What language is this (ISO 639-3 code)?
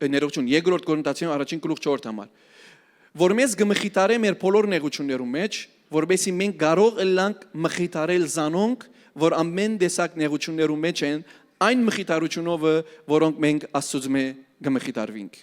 hyw